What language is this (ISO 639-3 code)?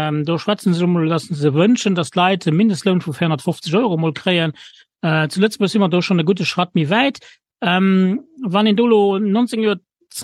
ltz